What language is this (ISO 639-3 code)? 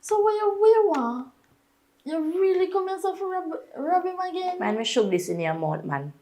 jam